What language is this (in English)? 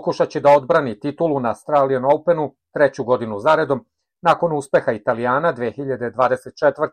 Serbian